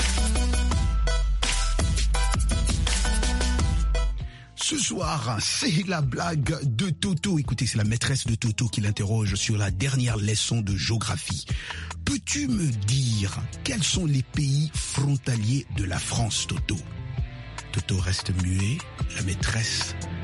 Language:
French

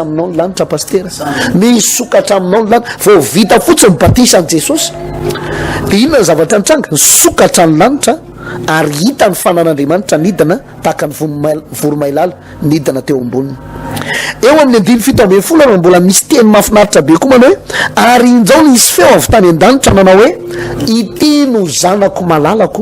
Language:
Malagasy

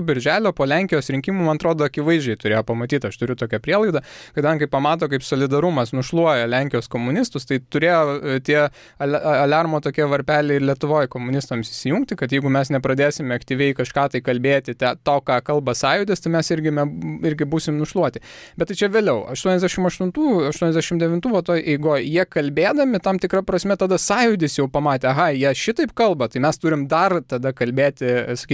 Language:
Lithuanian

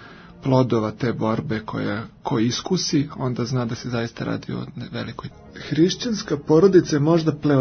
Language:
Serbian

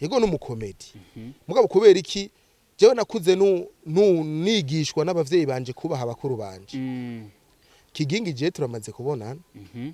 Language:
Rundi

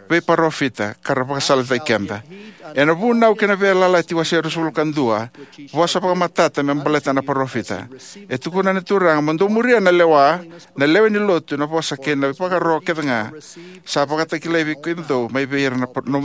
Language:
Fijian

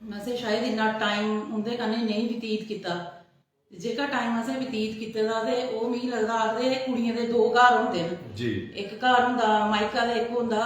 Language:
Dogri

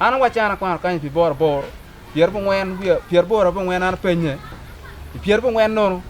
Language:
Acoli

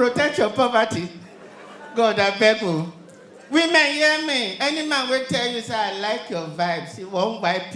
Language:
Nigerian Pidgin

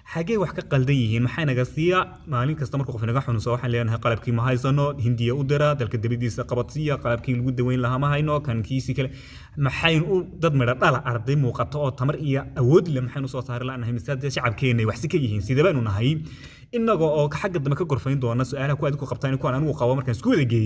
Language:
Somali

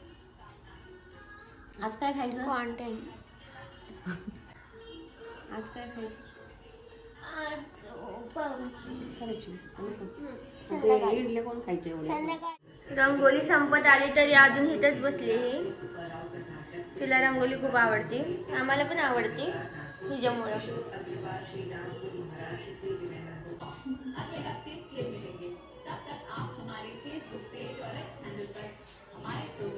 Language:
Marathi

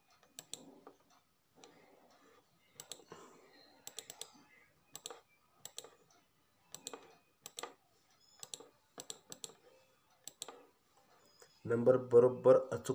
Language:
Marathi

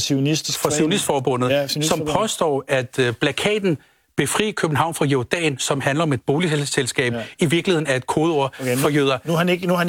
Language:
Danish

